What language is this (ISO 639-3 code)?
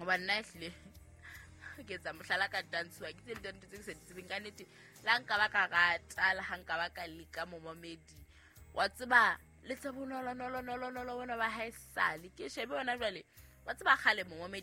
sot